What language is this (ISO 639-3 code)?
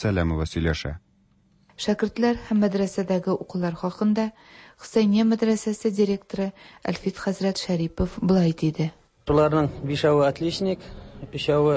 tat